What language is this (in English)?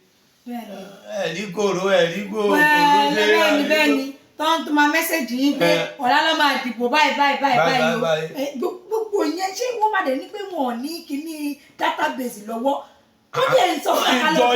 Yoruba